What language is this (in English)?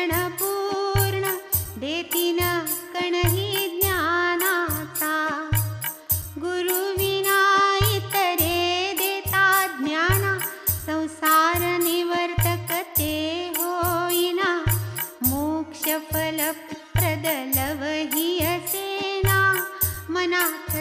Marathi